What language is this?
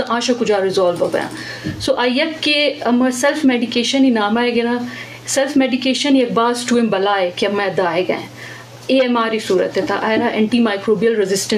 Eastern Balochi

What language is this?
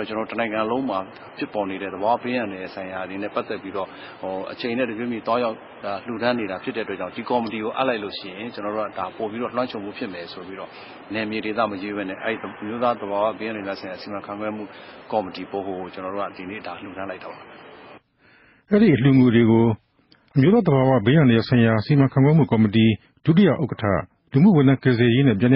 Burmese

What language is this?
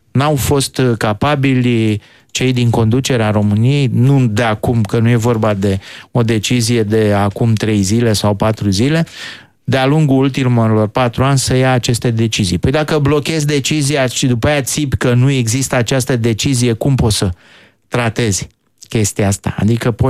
Romanian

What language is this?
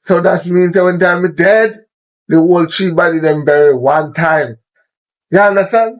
Jamaican Creole English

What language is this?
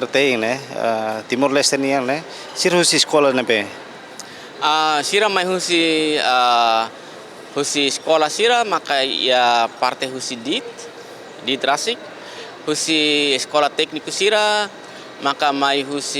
Tetum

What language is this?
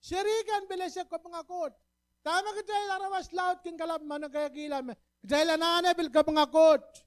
Pohnpeian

